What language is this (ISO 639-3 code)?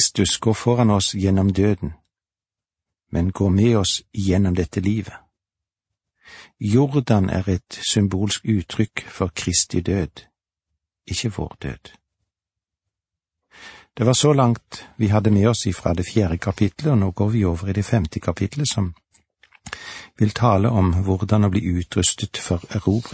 nor